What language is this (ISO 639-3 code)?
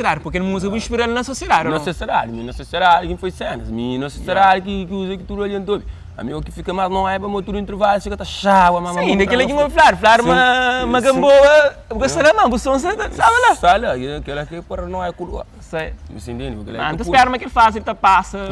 kea